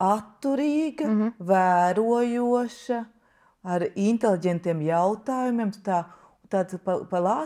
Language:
Latvian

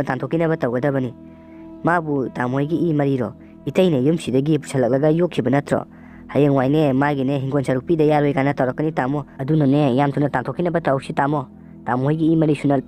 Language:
Manipuri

